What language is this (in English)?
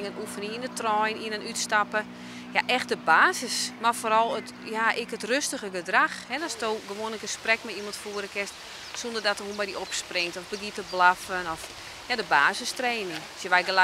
Western Frisian